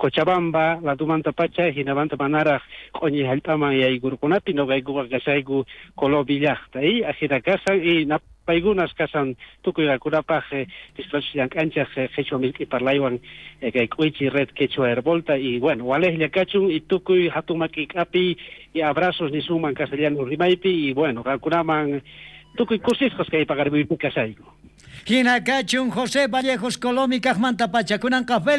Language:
South Bolivian Quechua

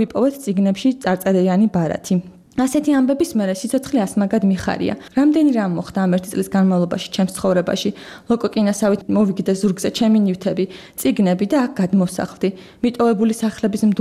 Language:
Georgian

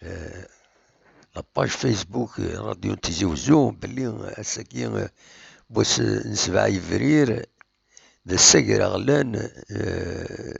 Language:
Kabyle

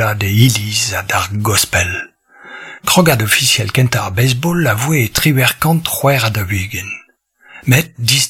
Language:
Breton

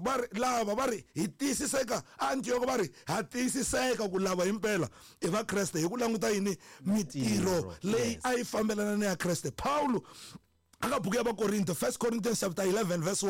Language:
Tsonga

